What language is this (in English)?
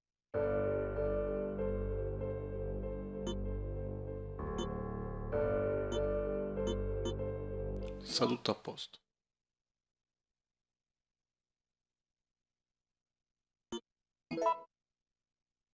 Italian